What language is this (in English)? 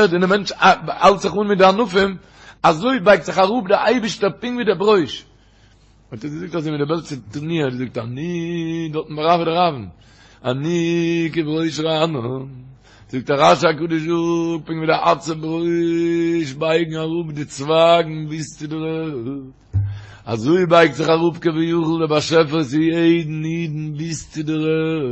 Yiddish